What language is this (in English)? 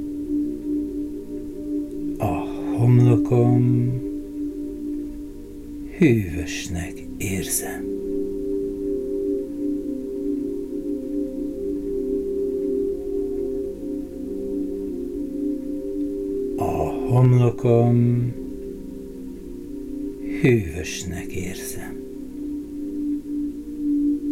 Hungarian